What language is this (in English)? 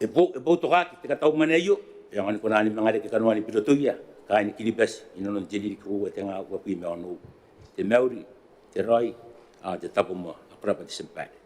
Gilbertese